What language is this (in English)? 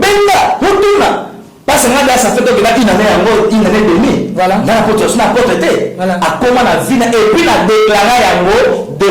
Lingala